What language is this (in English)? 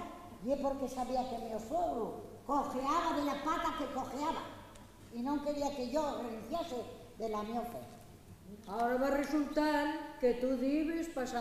Asturian